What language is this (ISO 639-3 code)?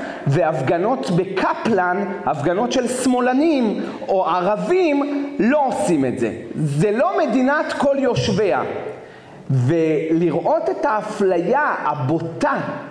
heb